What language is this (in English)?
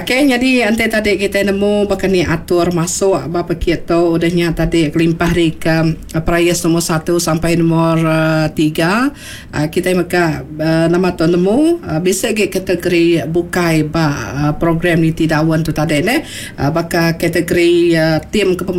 Iban